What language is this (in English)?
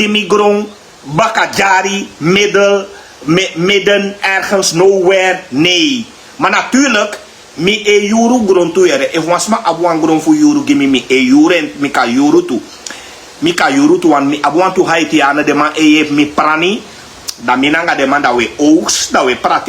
Sranan Tongo